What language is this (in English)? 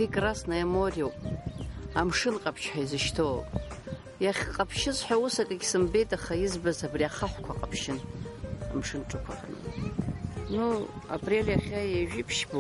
Abkhazian